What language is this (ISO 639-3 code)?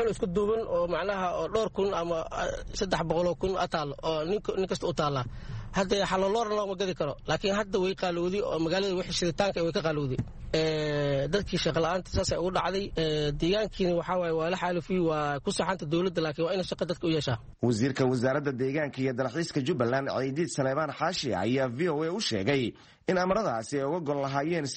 som